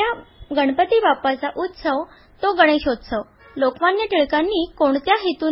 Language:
Marathi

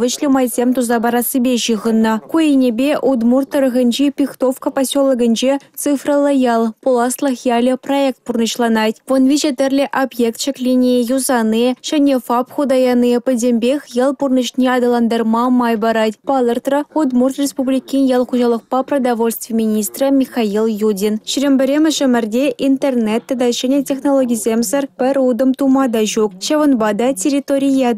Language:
Chuvash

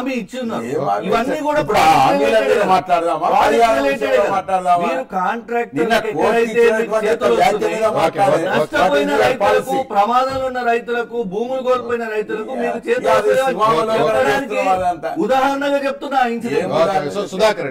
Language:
Telugu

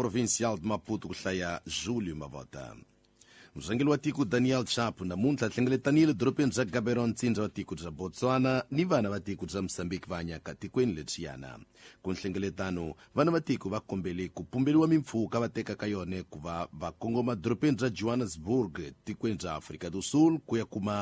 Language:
Tsonga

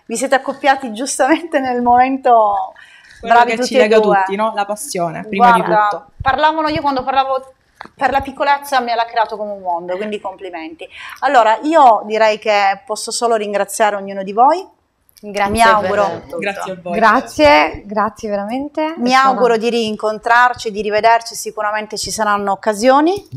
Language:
Italian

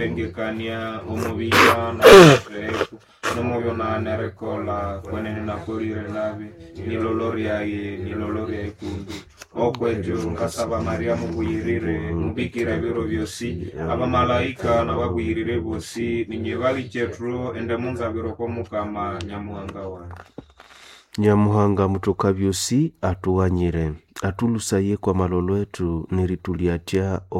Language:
Nande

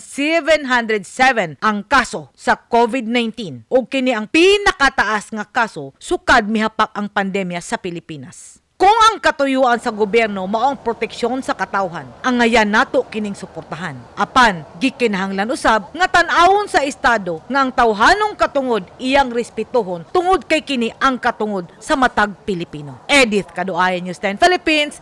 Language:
Cebuano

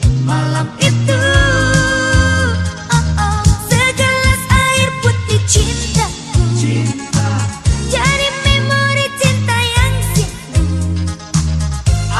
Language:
Indonesian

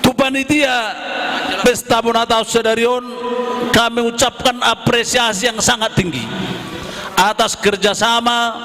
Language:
Batak Toba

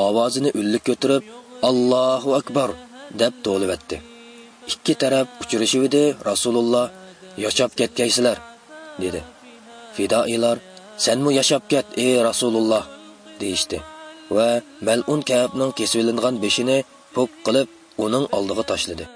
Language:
Uyghur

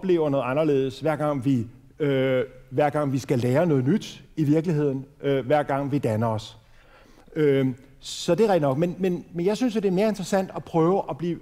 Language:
Danish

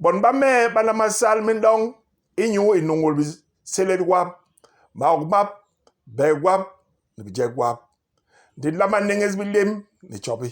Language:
Basaa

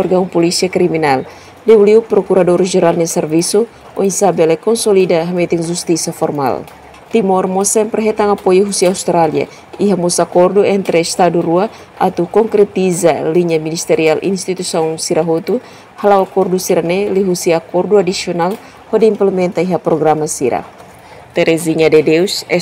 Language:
Tetum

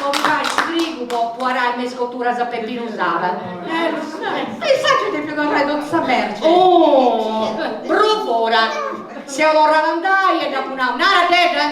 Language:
Sardinian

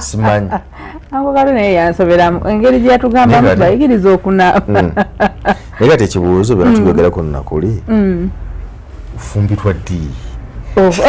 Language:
Ganda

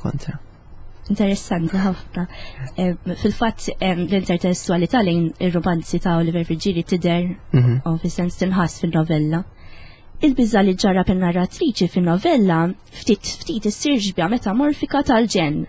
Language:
Maltese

